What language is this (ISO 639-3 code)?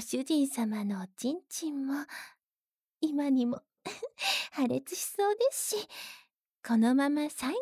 jpn